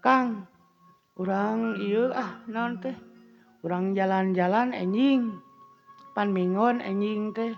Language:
Sundanese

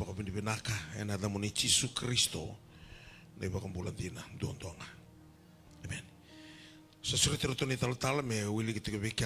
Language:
Fijian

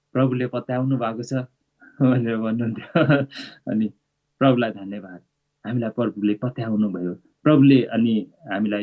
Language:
Nepali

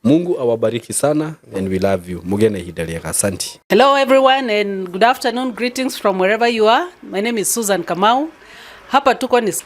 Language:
Kikuyu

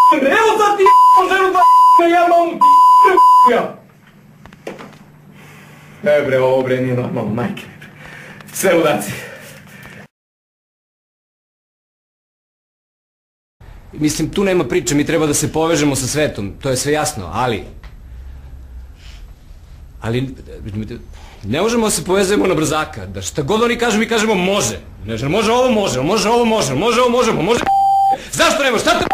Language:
Serbian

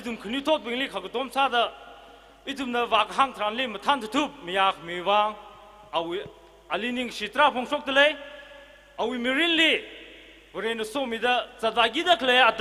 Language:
Tangkhul Naga (India)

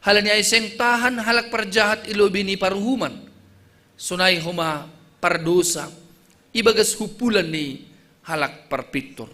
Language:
Batak Simalungun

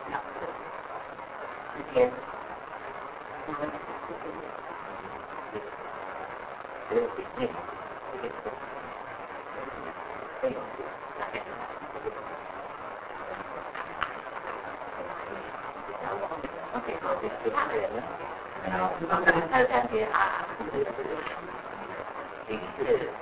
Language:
Chinese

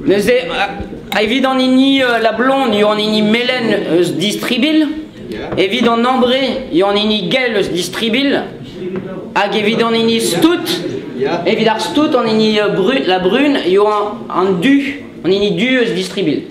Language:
Breton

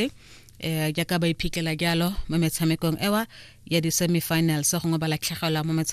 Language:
Tswana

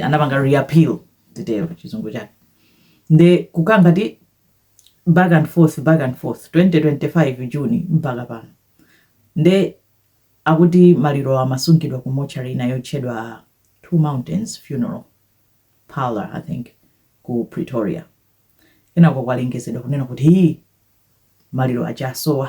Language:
Nyanja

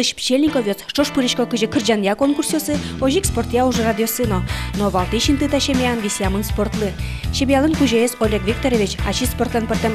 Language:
Udmurt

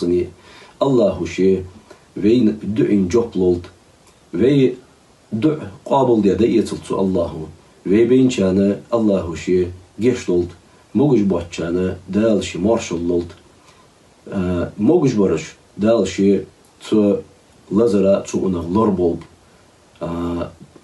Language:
Ingush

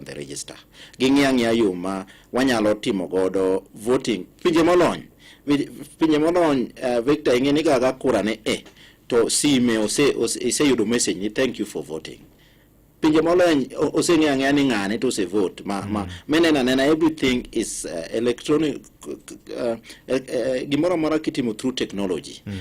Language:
Luo (Kenya and Tanzania)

